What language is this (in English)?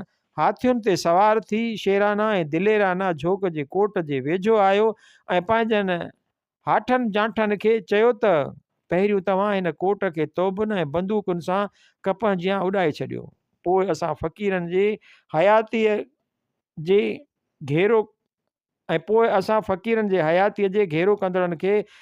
Sindhi